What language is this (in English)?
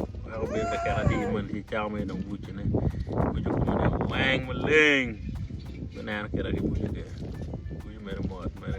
Acoli